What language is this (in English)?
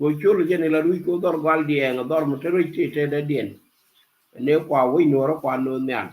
Nuer